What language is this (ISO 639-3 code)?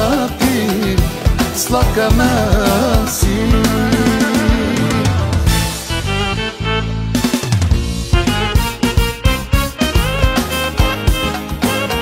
bul